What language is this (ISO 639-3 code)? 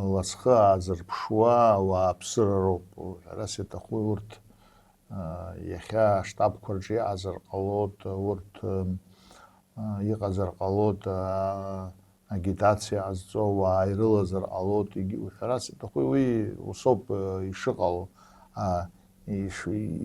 abk